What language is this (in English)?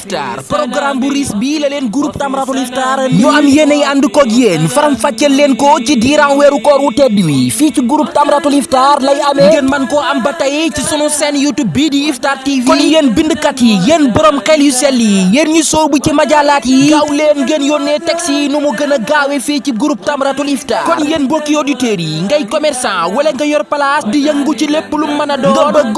Wolof